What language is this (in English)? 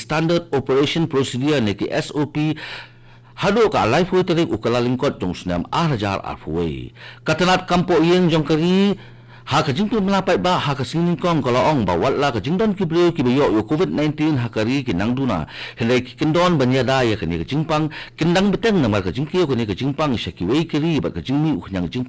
Khasi